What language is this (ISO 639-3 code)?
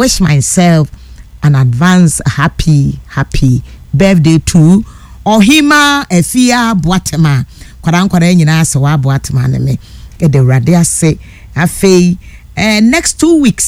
aka